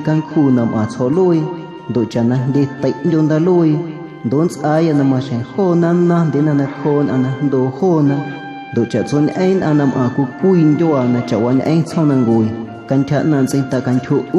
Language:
Guerrero Amuzgo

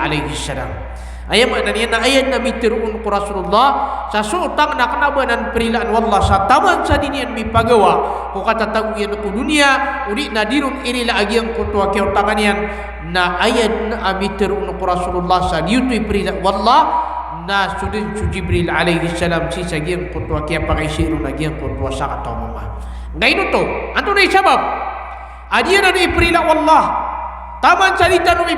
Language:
Maranao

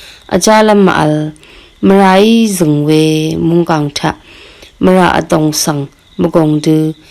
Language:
Rawang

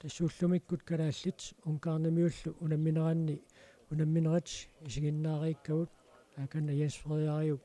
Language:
Kalaallisut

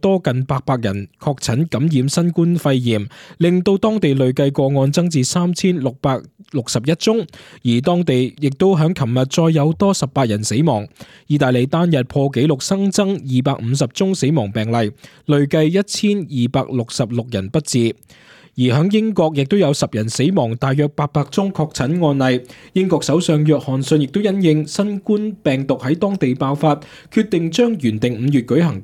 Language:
Cantonese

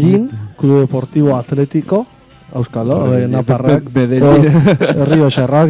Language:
Basque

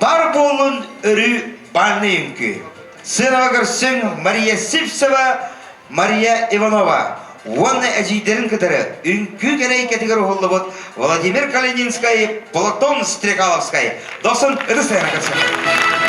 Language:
Yakut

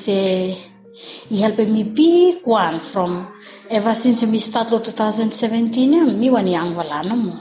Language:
Bislama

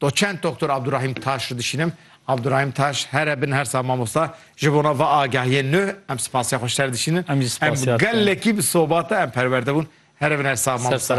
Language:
Kurdish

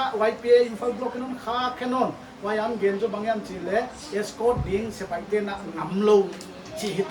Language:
Paite Chin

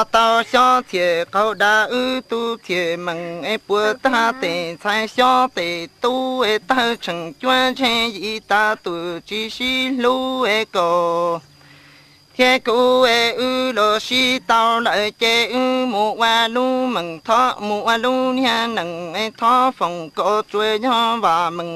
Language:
Hmong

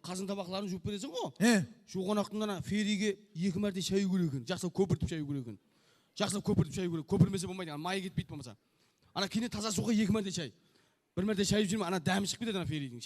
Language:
Kara-Kalpak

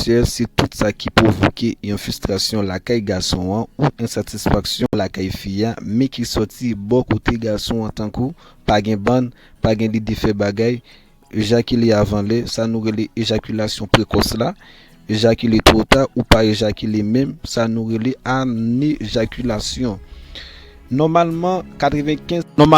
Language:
Haitian Creole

